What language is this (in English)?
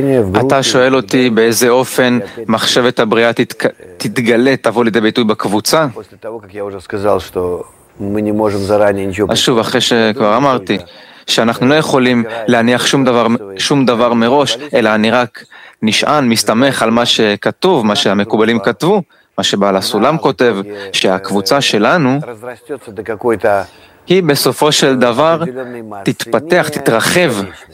Hebrew